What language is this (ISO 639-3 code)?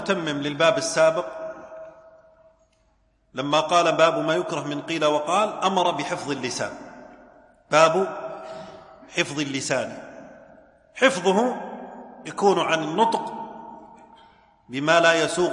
ara